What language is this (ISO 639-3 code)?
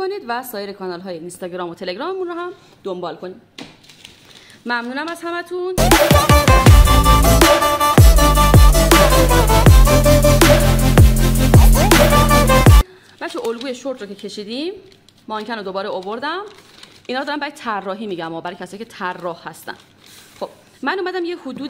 fas